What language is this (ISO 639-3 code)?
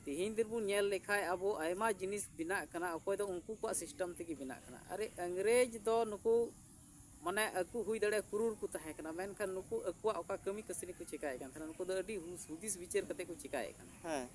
sat